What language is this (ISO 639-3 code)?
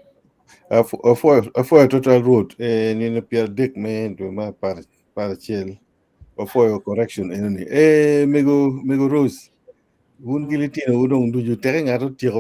ach